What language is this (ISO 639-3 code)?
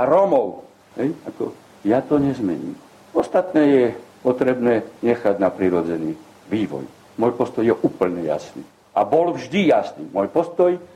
slk